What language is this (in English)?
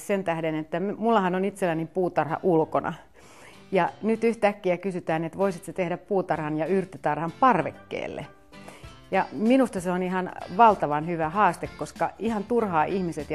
Finnish